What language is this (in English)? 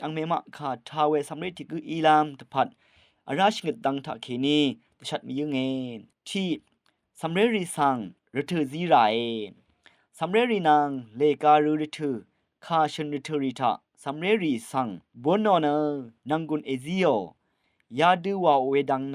Rawang